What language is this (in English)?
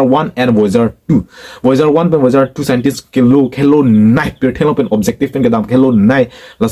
Karbi